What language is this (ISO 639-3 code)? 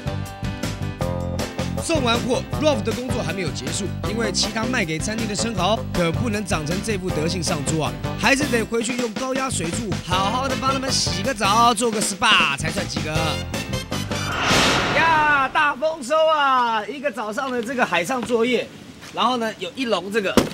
zho